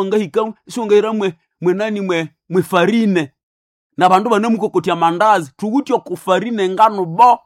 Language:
Nande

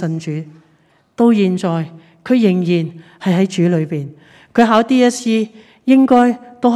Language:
Cantonese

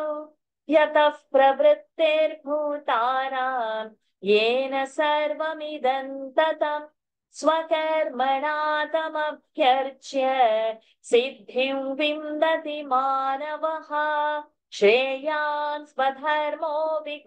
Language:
Sanskrit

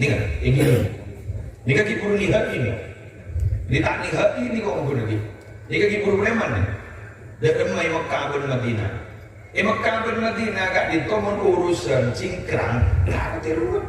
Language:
Madurese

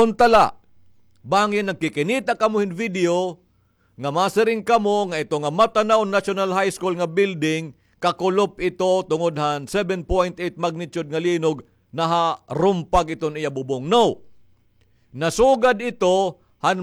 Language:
Waray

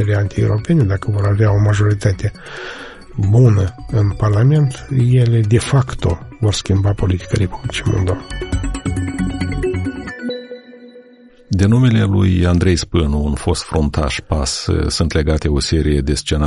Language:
Romanian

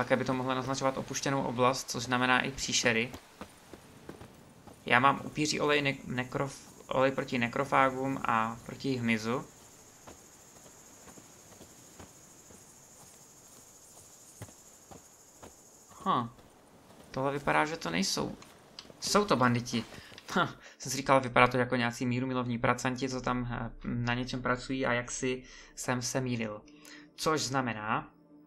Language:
Czech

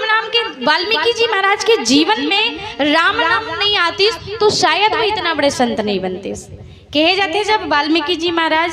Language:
Chhattisgarhi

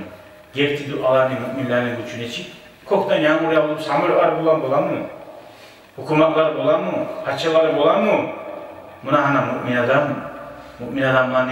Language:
Kumyk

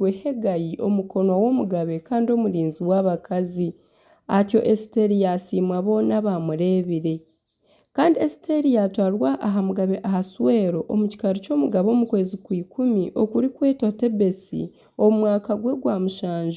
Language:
Nyankole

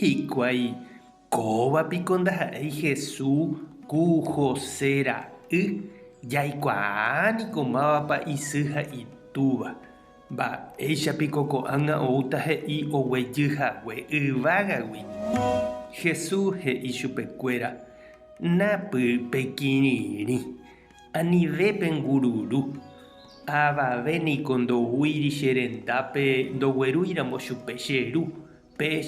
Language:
Guarani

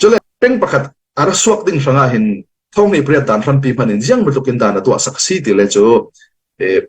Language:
Falam Chin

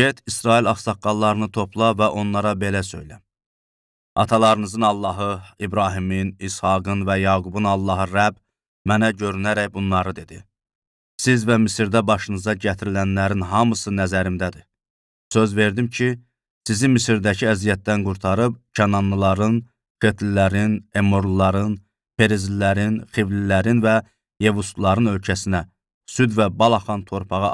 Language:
Azerbaijani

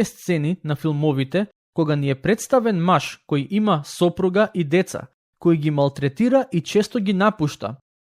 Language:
Macedonian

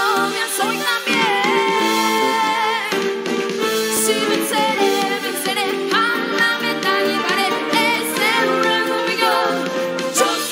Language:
Spanish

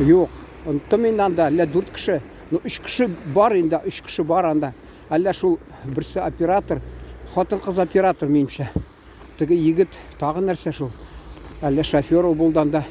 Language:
Tatar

